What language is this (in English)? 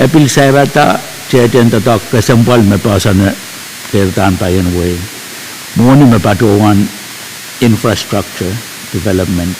Pohnpeian